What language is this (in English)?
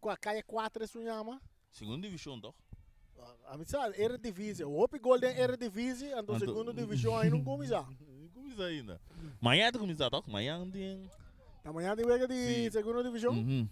Papiamento